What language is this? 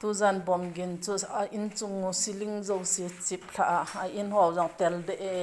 Thado Chin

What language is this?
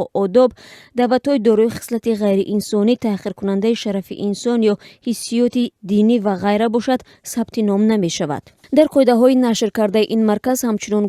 Tajik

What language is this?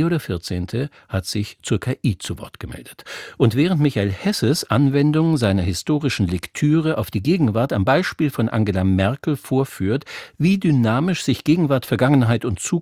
German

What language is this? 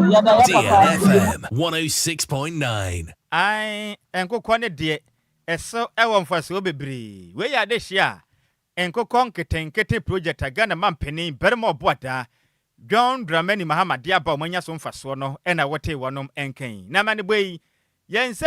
Akan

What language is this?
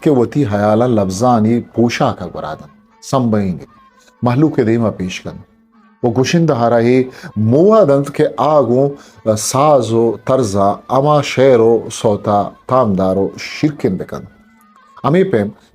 Eastern Balochi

